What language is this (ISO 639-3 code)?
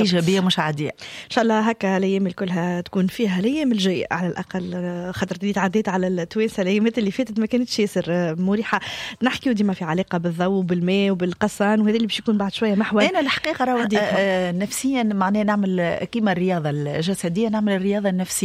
aeb